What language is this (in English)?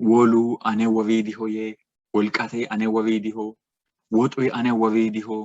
Sidamo